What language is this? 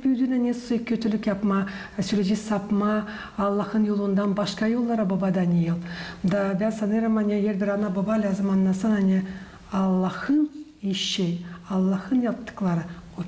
Gagauz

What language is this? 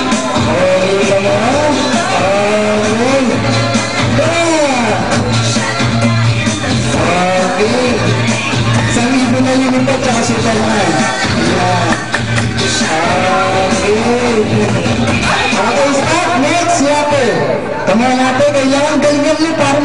Filipino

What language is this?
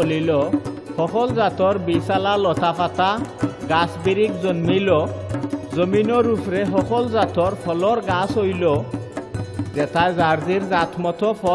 Sylheti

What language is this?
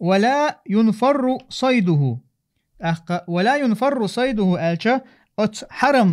Chechen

